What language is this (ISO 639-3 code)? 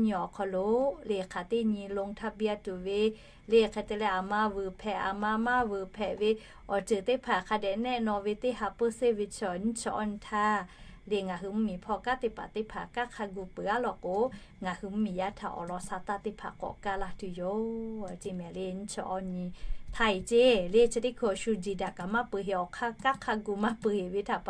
lhu